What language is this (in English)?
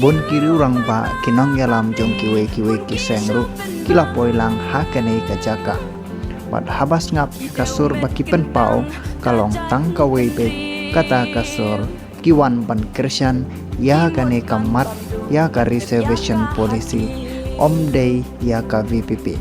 Khasi